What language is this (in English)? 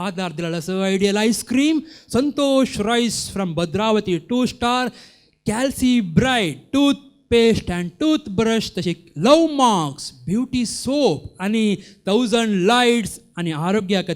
Konkani